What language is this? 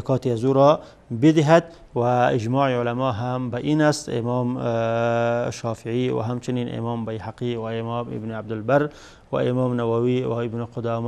Persian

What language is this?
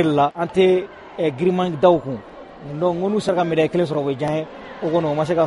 Bambara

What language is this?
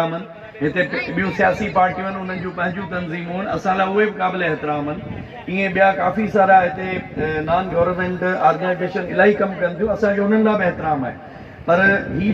Sindhi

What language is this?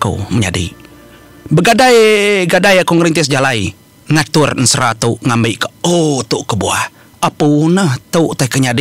Iban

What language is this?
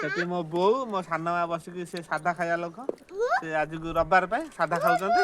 Odia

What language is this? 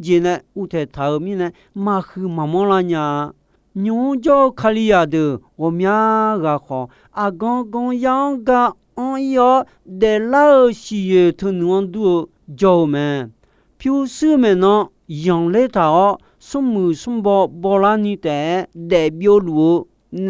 Akha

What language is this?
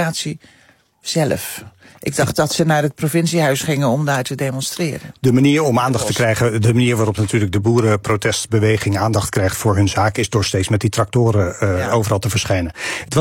Dutch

